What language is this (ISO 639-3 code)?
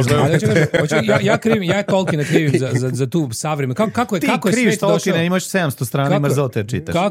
srp